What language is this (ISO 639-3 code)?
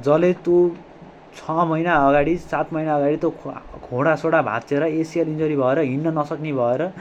nep